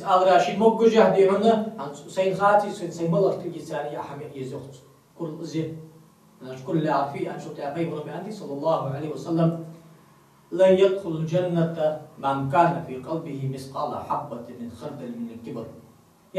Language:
Ingush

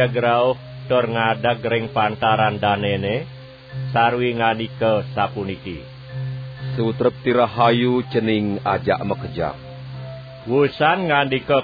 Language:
Balinese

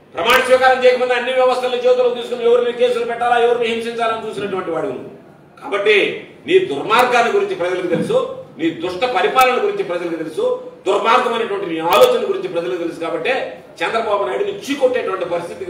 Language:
Telugu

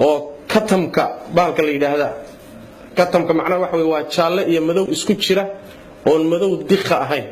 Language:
Somali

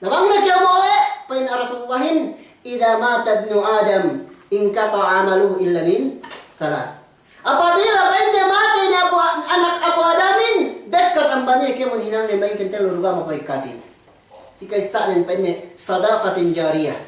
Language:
Yakan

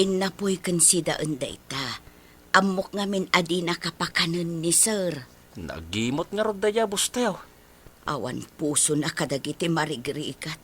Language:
Iloko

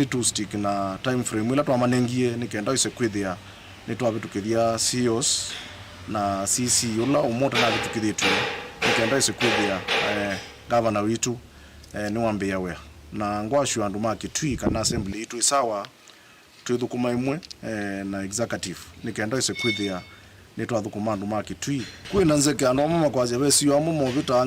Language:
Kamba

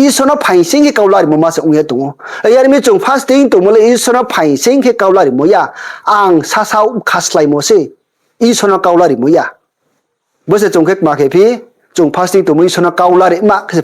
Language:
Riang (India)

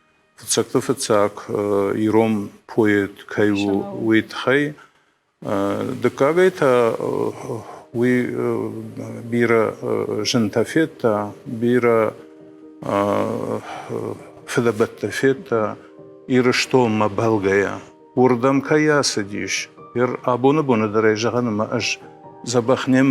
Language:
Ossetic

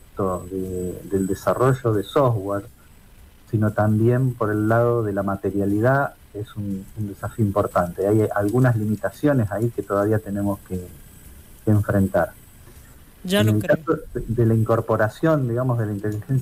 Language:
Spanish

